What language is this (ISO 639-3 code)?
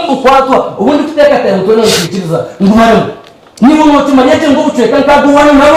nyn